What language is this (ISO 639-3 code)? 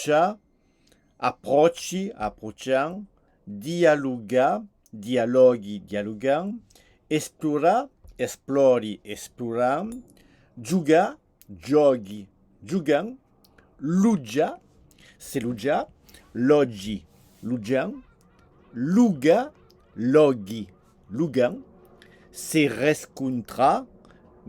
oci